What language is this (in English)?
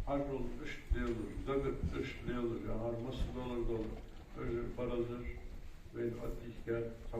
Ingush